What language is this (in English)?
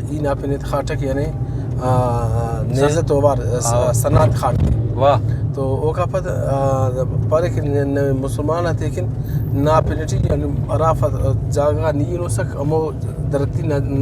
Brahui